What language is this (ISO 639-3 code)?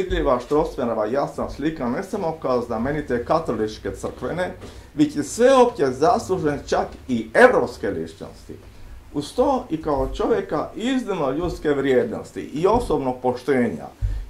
hrv